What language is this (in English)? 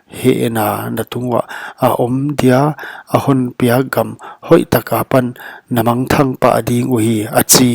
Paite Chin